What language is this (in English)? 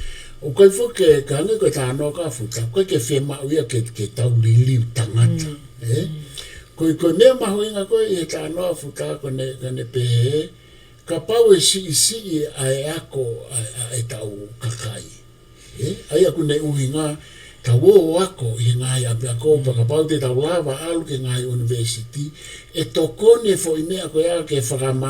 Tongan